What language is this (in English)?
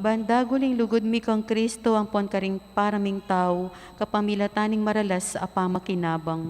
Pampanga